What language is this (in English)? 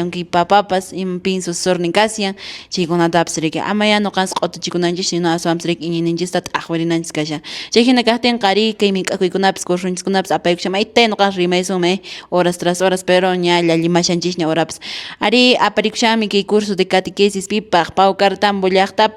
Quechua